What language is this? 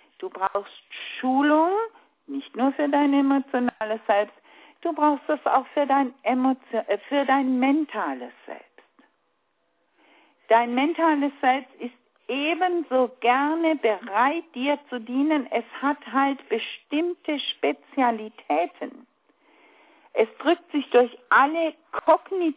German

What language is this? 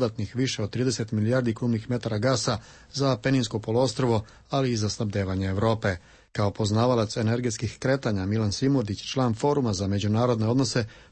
Serbian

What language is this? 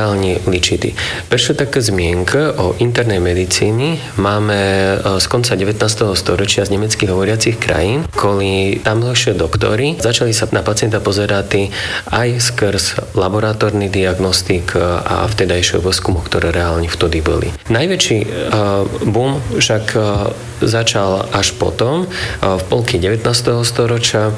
Slovak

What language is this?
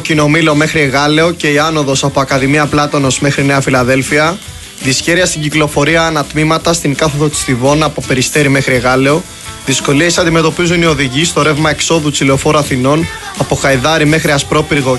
Greek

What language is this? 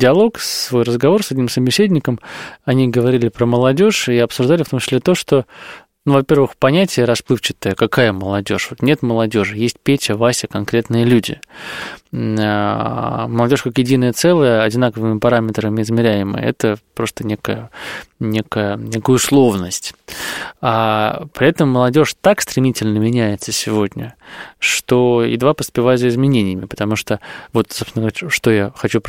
Russian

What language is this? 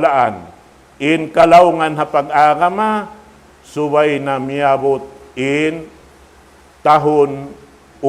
Tausug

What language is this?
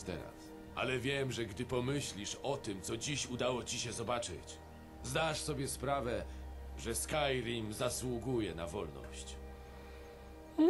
Polish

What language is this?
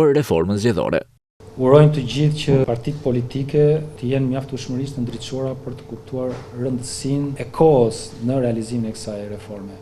Albanian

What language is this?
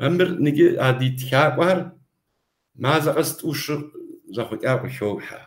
Kabardian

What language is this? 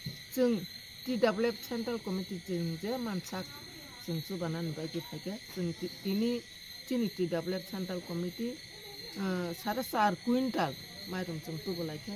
Kok Borok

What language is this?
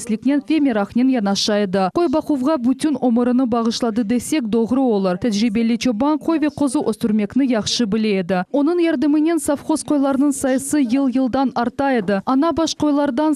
Crimean Tatar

